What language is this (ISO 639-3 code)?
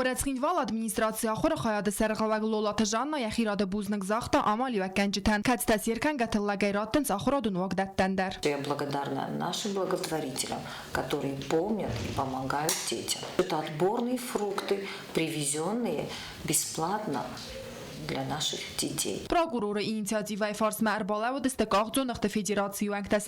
oss